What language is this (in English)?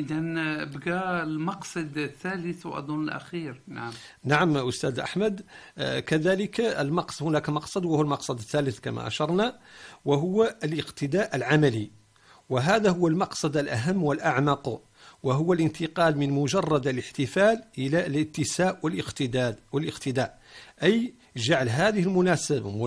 Arabic